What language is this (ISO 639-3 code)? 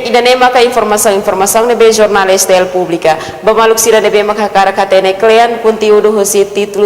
tet